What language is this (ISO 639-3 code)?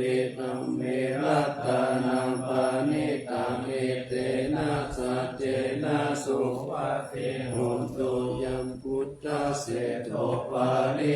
pli